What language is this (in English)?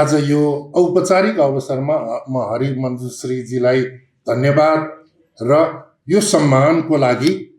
Nepali